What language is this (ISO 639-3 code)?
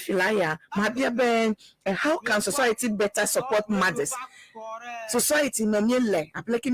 ewe